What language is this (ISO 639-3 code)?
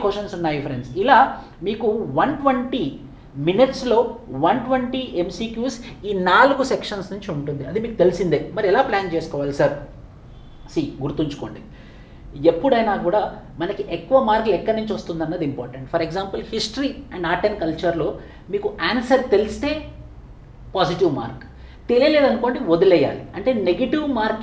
tel